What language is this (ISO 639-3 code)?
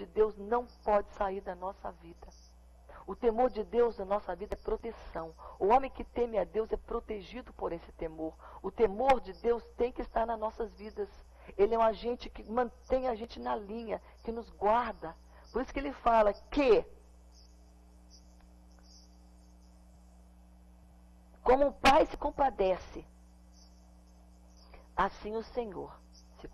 por